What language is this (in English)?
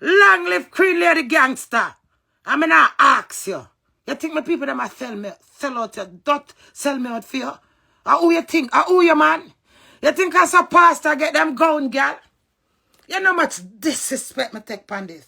Jamaican Creole English